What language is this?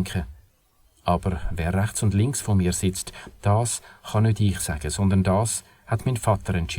Swiss German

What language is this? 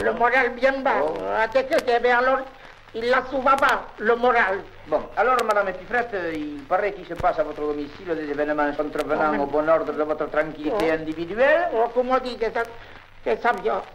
Occitan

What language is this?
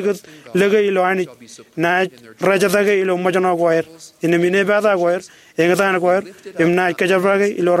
Marshallese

